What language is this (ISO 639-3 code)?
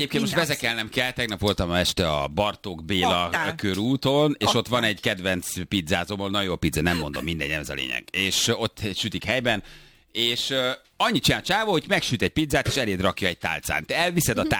hun